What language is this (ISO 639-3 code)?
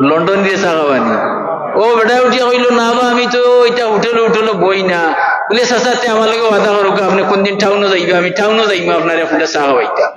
syl